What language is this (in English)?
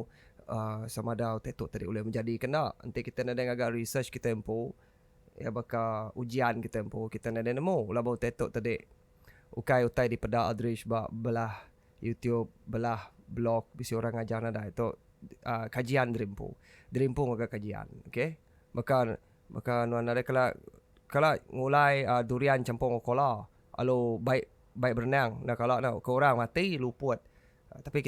Iban